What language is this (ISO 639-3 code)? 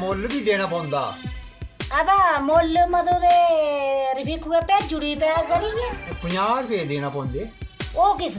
doi